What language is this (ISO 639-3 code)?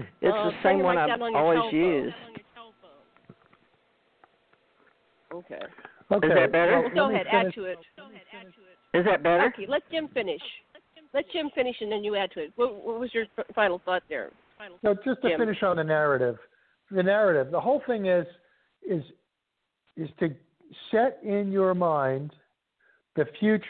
eng